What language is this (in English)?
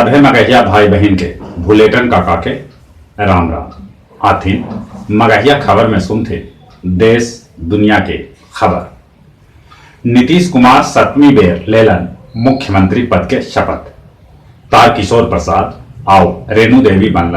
Magahi